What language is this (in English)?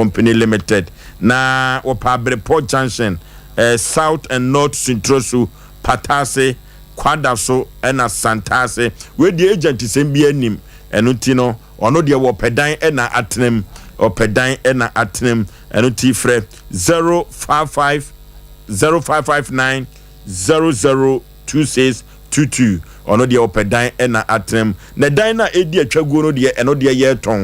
Akan